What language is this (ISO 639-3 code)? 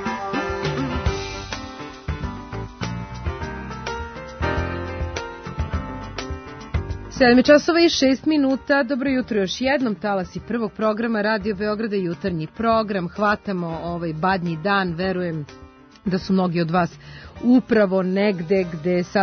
srp